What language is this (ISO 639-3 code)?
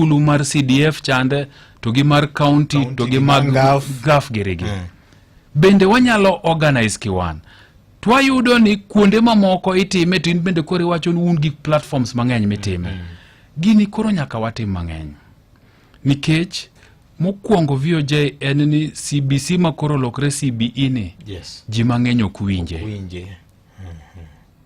luo